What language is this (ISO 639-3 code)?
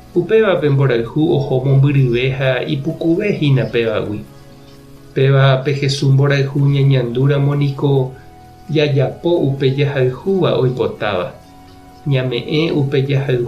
grn